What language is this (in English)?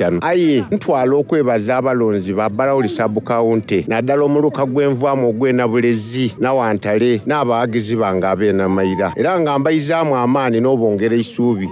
Soga